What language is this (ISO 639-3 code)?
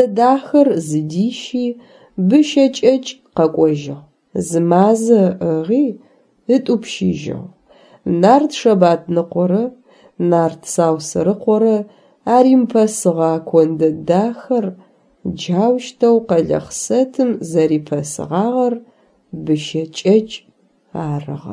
ady